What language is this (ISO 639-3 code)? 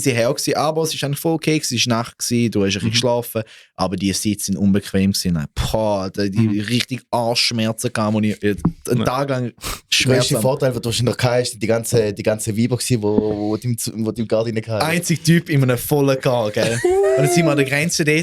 gsw